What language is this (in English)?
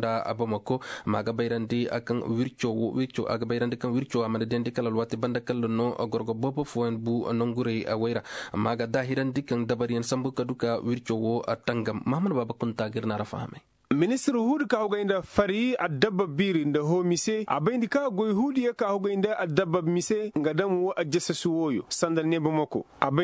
Koyraboro Senni